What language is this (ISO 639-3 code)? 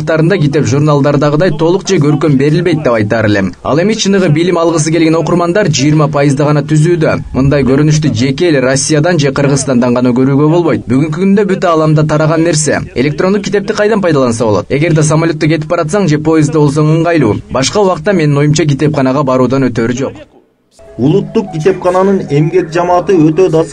kir